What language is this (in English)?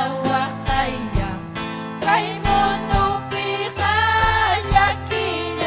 Ayacucho Quechua